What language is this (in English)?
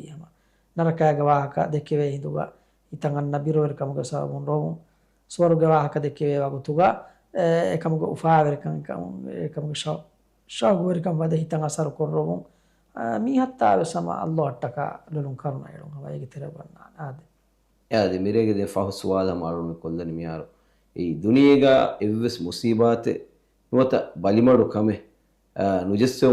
Divehi